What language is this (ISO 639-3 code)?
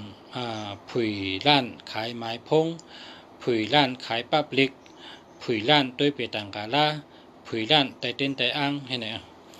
shn